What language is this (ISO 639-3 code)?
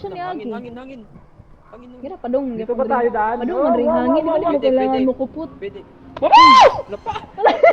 ceb